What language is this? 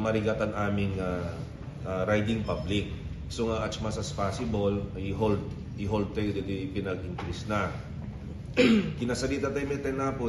Iloko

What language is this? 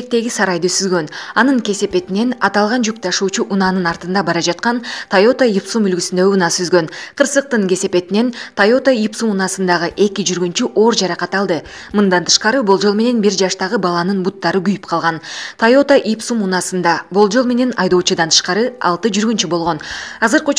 Kyrgyz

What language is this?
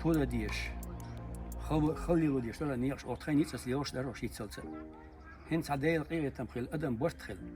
Chechen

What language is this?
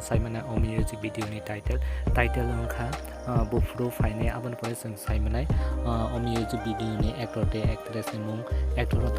Kok Borok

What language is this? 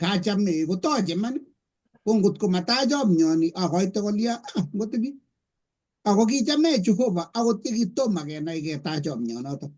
Kalenjin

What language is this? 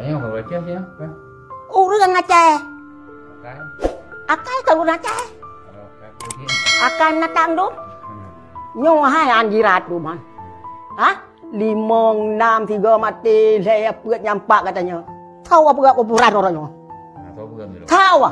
Achinese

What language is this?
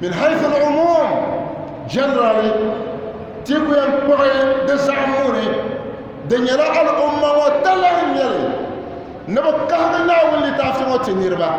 Dagbani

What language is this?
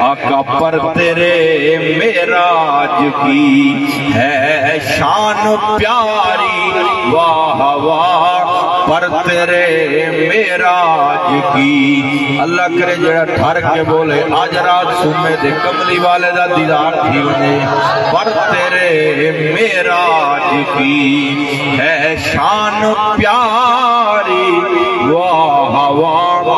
Saraiki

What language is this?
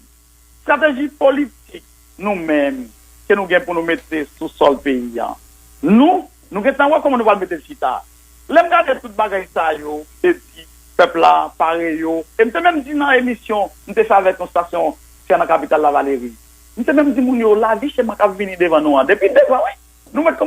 Haitian Creole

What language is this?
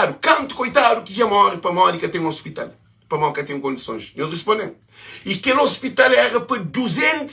Kabuverdianu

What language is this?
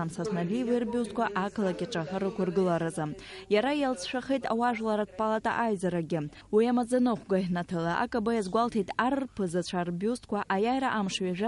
Abkhazian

